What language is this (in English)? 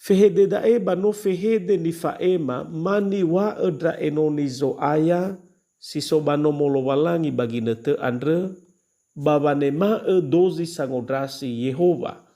Nias